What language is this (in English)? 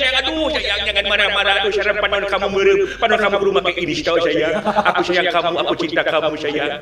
Sundanese